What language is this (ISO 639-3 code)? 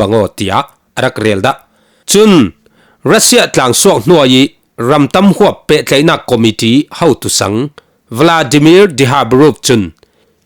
cfm